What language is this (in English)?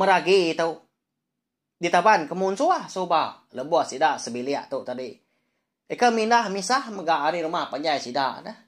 Iban